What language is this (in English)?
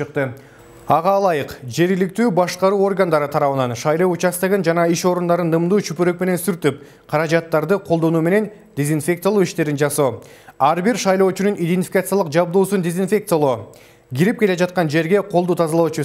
Kyrgyz